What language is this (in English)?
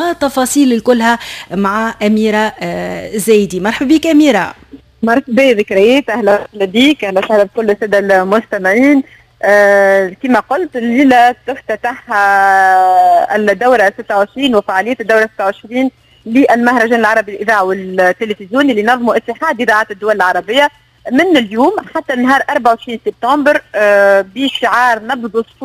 Tunisian Arabic